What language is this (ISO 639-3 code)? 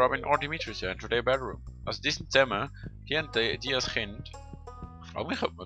gsw